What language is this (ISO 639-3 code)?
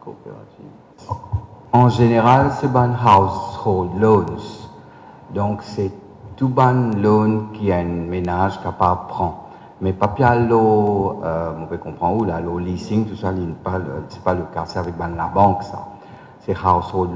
mfe